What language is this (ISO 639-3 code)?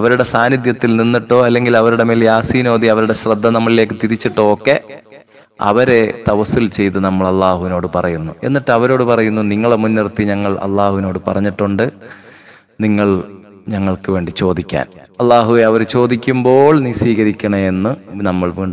mal